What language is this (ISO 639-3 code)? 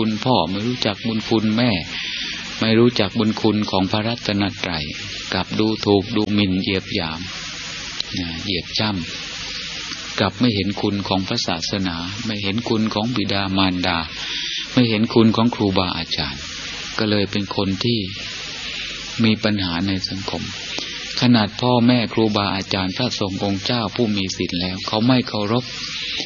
tha